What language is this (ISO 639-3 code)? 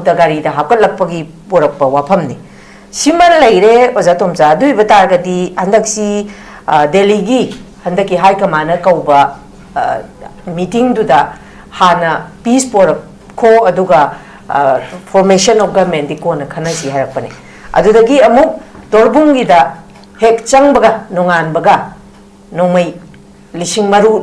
mni